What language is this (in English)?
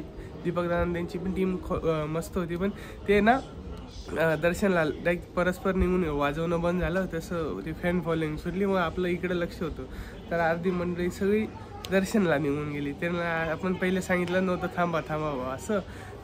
Marathi